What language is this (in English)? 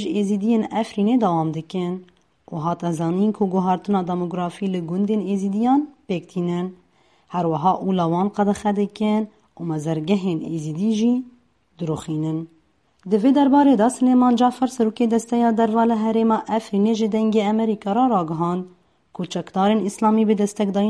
Kurdish